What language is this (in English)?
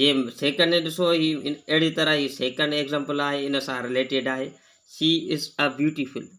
Sindhi